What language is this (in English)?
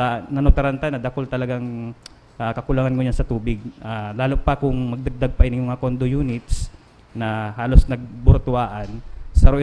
Bikol